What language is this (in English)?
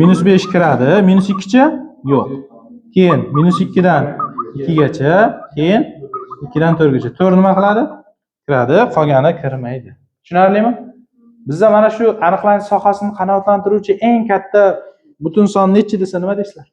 Uzbek